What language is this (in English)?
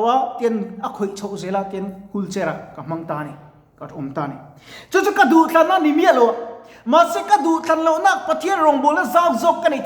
Mizo